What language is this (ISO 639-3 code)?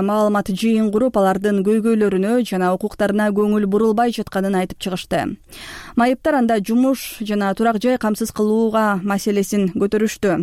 kir